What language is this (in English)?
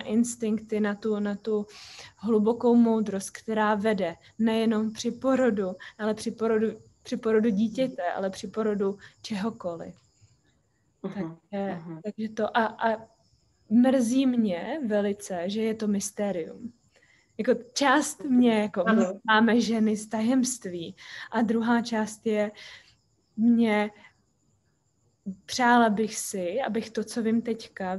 Czech